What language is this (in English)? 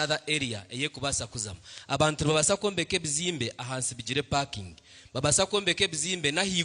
Nyankole